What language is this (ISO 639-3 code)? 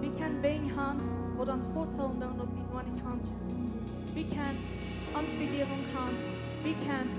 pdt